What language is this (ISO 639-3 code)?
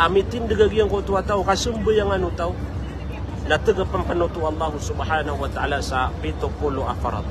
mrw